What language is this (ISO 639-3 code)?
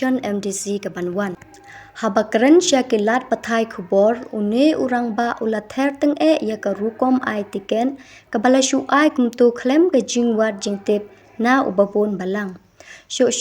kha